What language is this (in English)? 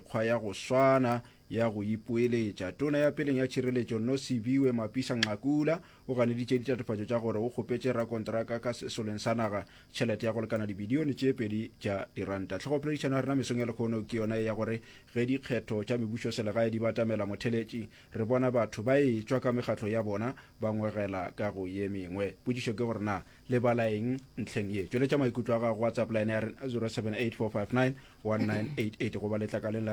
Northern Sotho